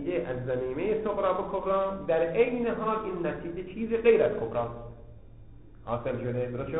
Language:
Persian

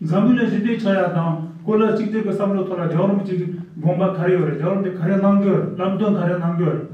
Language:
Tibetan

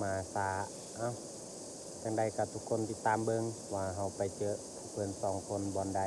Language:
Lao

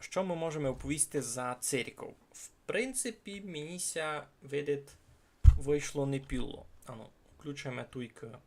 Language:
Rusyn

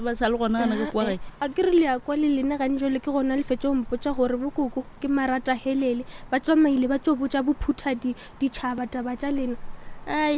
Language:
Northern Sotho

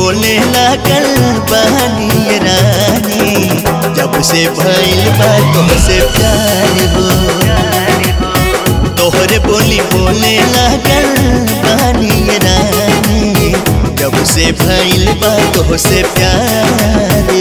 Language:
Bhojpuri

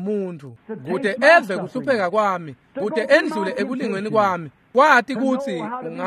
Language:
Swati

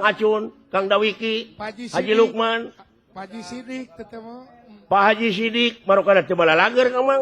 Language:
Sundanese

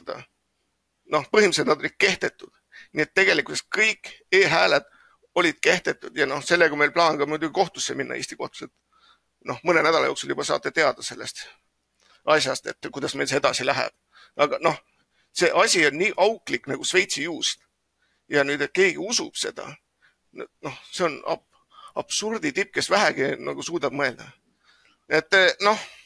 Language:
Estonian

